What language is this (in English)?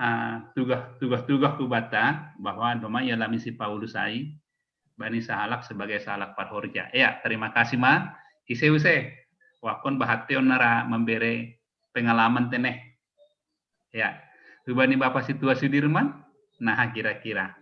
Batak Simalungun